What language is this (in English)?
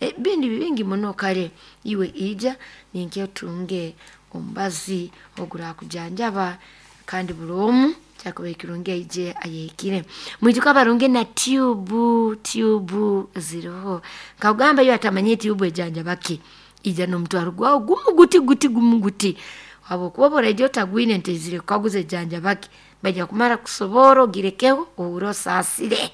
Nyoro